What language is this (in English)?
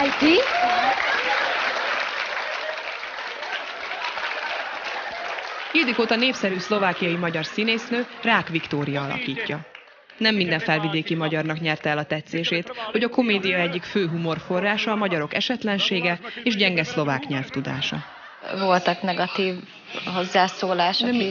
Hungarian